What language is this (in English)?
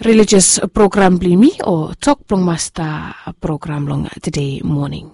Bislama